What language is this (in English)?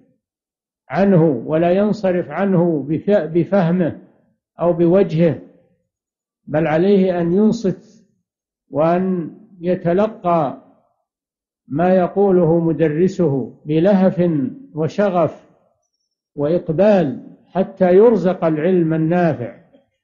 Arabic